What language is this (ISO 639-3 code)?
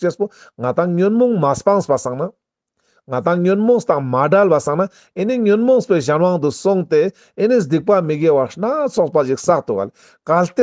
lbj